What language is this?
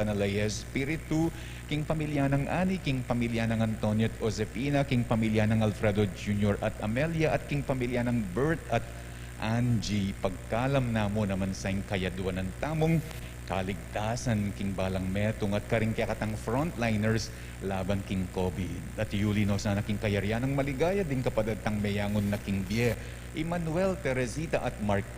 Pampanga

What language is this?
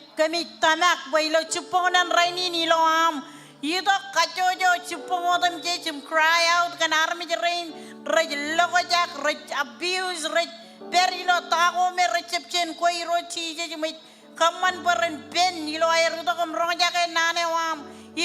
Marshallese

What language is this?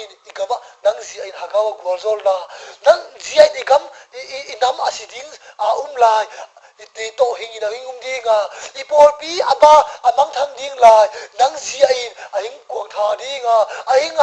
Tedim Chin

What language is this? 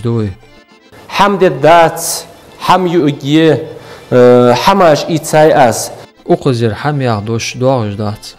Ingush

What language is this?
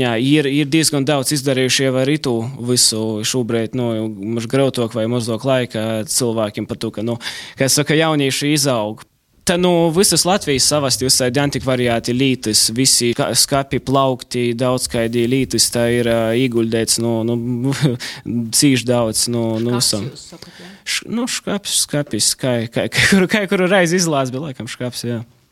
Latvian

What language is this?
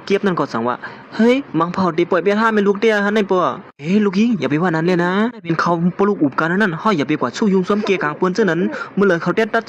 Shan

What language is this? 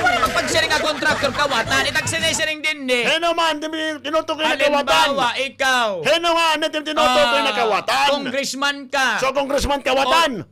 Waray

